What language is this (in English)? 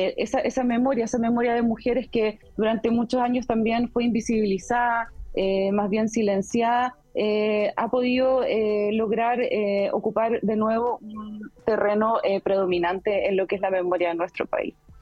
Spanish